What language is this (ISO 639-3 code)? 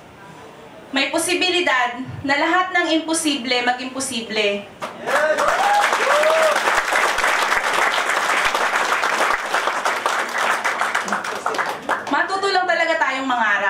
fil